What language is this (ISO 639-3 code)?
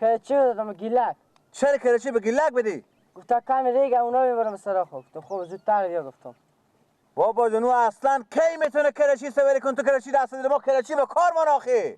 fas